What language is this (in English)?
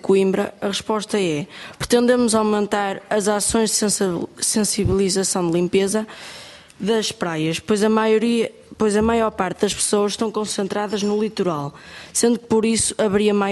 Portuguese